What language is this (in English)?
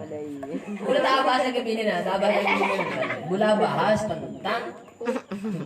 Madurese